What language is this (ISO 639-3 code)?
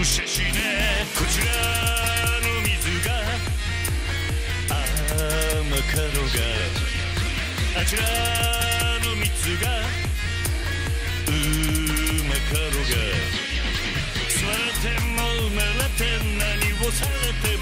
jpn